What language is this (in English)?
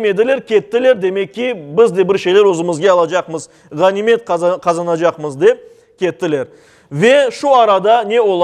Crimean Tatar